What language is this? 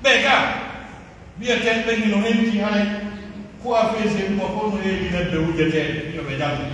Pular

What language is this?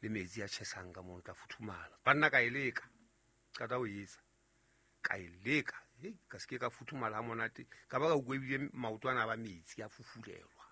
Southern Sotho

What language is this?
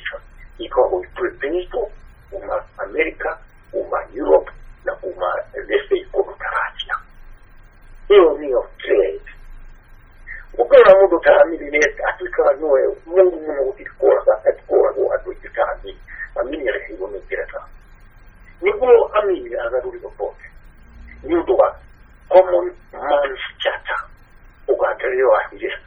Kikuyu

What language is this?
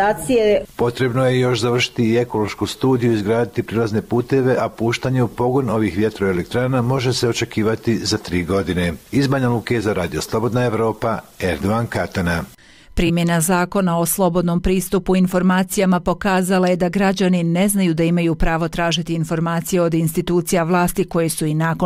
Bosnian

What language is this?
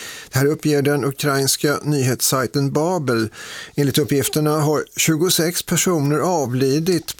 Swedish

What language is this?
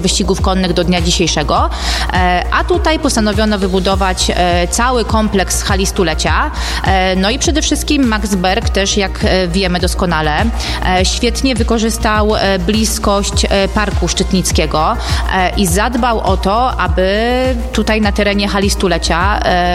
Polish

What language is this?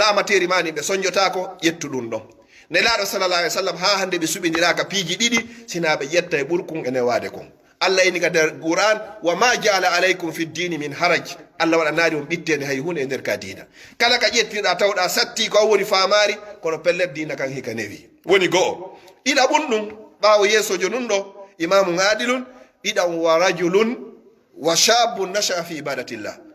Fula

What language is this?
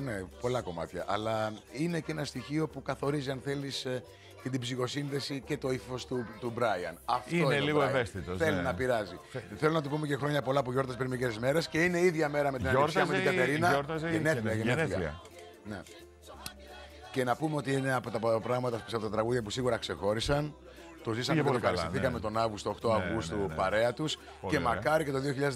Greek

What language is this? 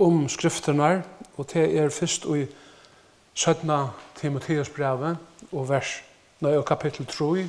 Faroese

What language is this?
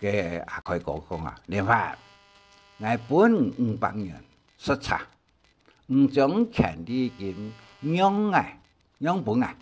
Hakka Chinese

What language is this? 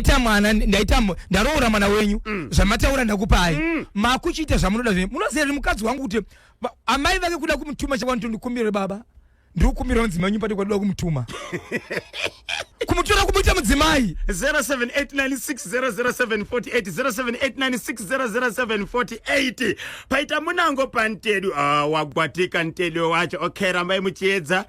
Shona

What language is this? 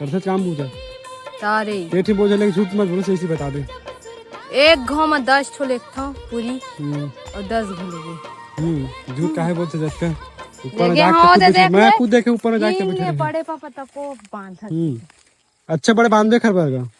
Chhattisgarhi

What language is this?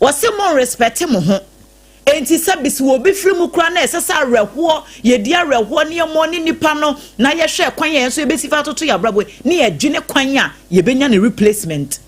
Akan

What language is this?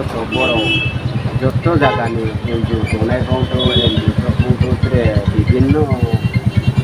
Riang (India)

